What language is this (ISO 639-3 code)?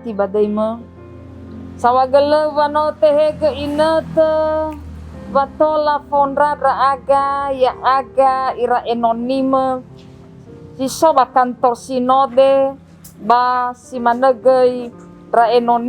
nia